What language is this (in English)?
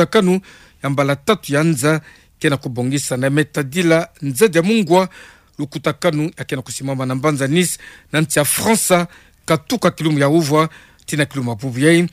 Kituba (Democratic Republic of Congo)